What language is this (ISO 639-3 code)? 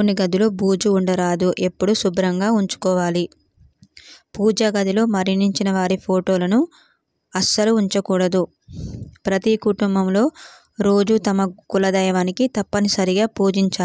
tel